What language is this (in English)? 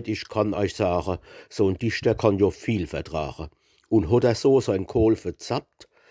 Palatine German